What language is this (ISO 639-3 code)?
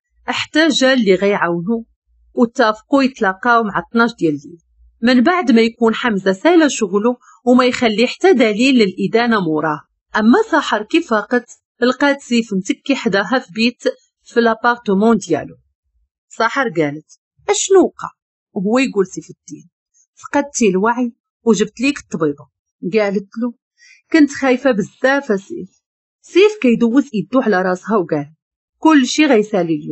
ary